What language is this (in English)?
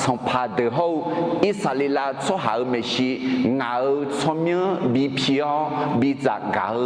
Akha